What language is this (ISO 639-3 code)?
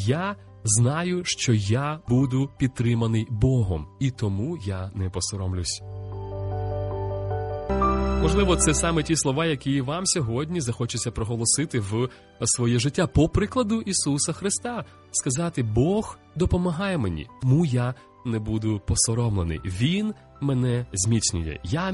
ukr